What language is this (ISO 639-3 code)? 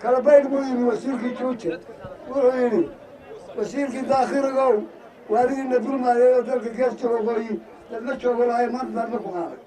som